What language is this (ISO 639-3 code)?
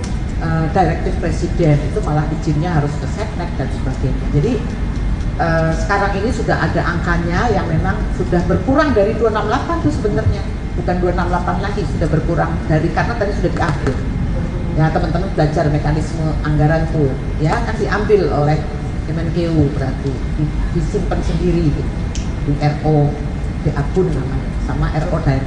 ind